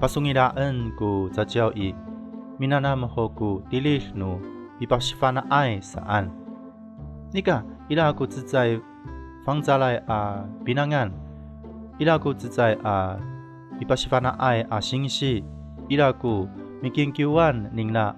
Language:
Amis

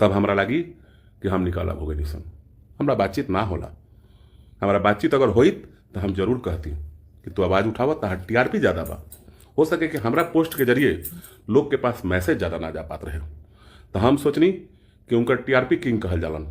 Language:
Bhojpuri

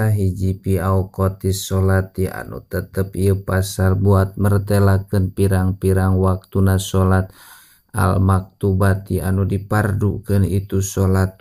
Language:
Sundanese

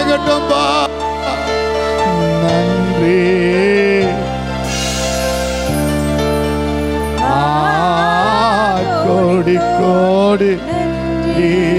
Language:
Tamil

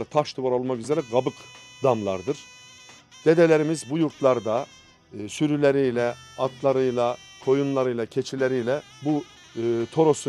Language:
Turkish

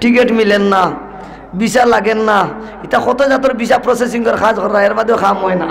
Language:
Sylheti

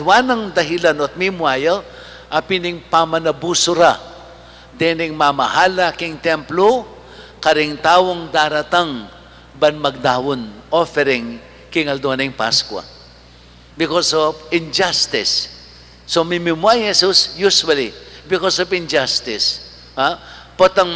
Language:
Pampanga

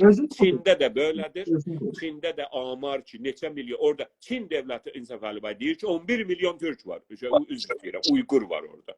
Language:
South Azerbaijani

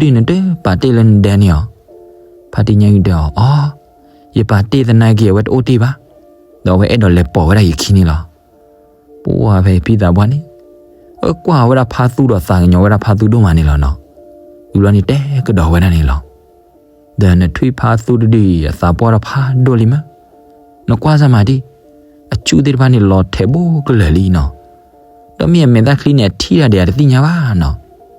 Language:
S'gaw Karen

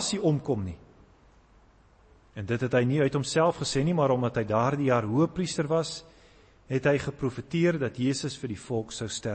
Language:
Afrikaans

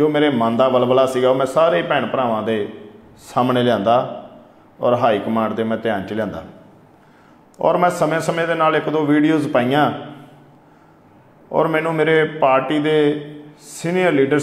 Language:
Punjabi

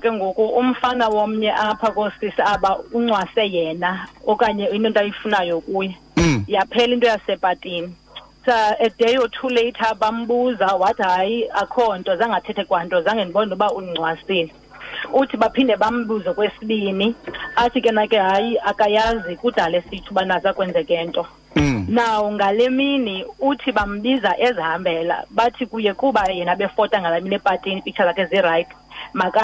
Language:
Xhosa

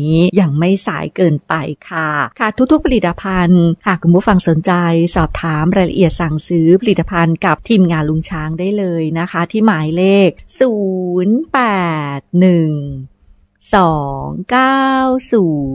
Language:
Thai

